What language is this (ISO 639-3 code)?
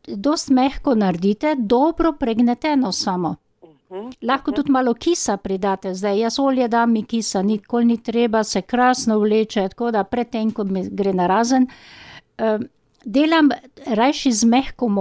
slv